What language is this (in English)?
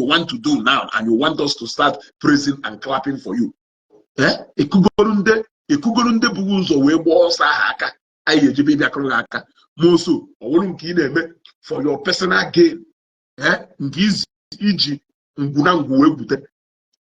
Igbo